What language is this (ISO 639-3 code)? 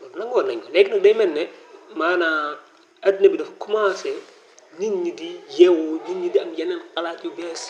wol